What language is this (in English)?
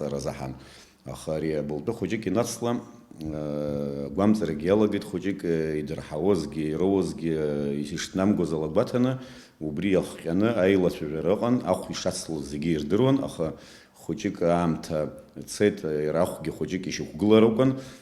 Abkhazian